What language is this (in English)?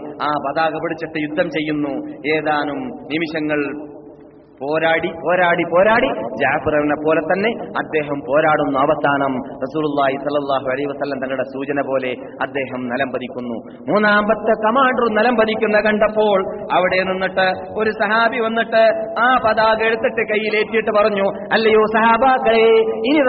Malayalam